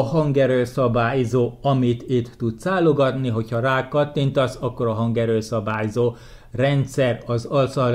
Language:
Hungarian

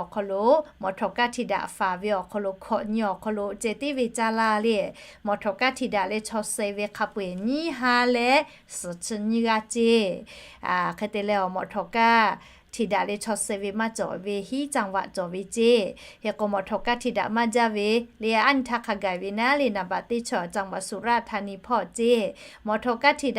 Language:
Lahu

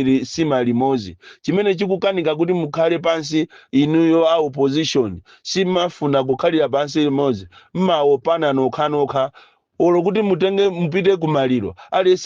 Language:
Nyanja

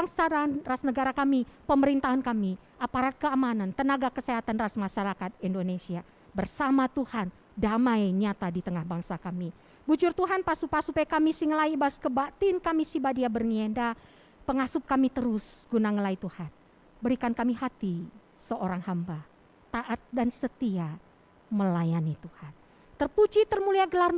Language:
Batak Karo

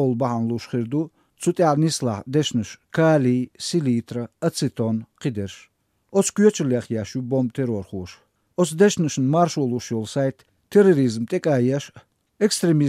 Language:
Chechen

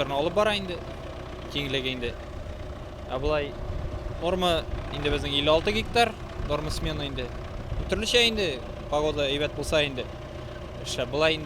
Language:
Tatar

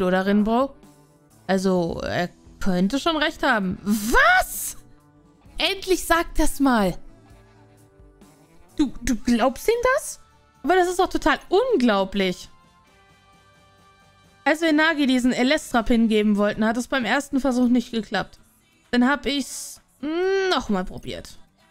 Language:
German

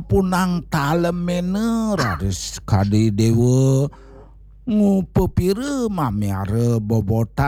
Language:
Balinese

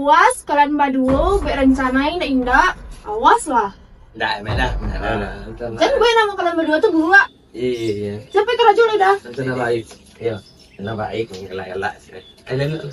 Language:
Minangkabau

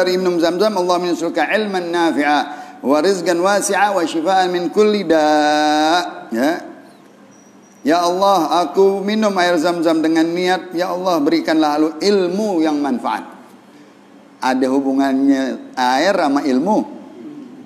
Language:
Indonesian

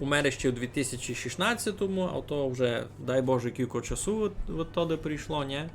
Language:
Rusyn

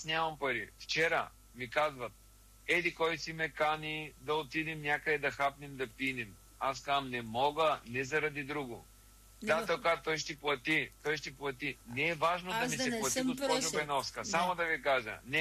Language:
Bulgarian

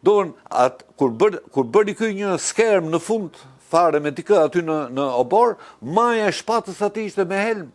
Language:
Albanian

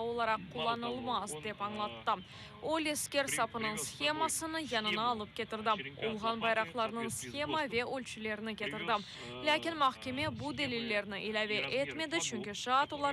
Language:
Crimean Tatar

